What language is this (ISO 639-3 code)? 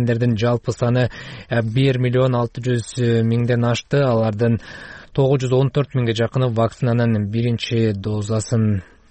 kir